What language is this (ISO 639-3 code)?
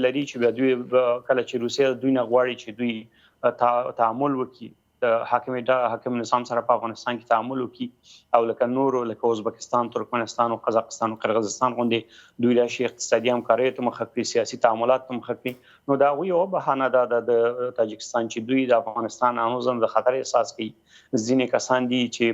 pus